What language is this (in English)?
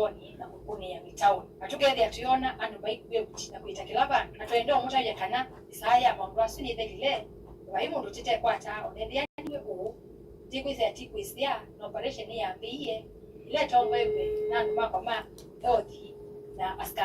Kamba